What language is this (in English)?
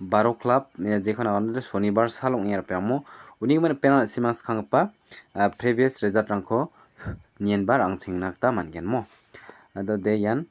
Garo